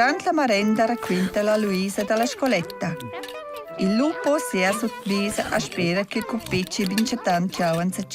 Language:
Romansh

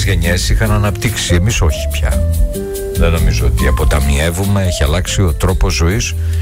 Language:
Greek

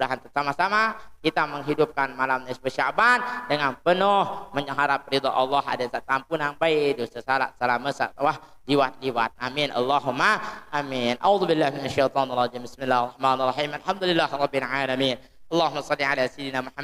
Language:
Sasak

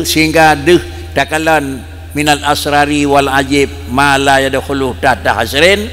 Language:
Achinese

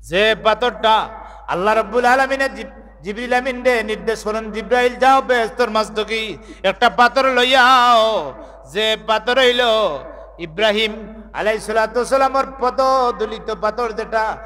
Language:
Sylheti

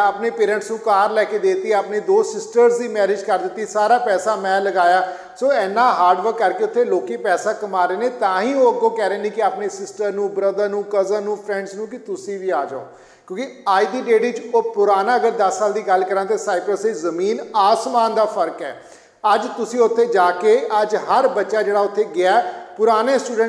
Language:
Punjabi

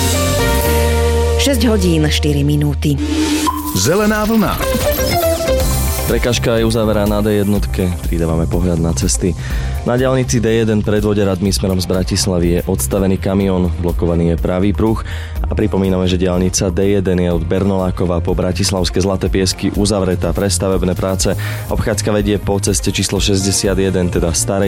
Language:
Slovak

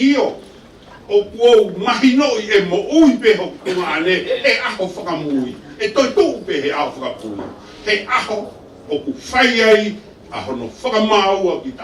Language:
Tongan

